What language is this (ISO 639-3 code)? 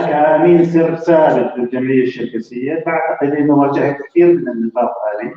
apc